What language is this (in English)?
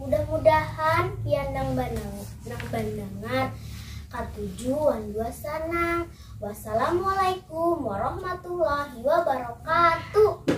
Banjar